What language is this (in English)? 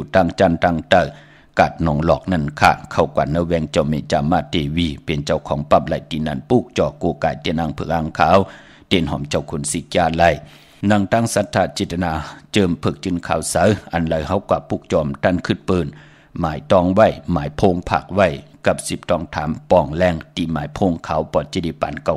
Shan